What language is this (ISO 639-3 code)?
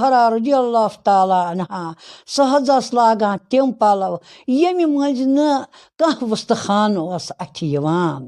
kas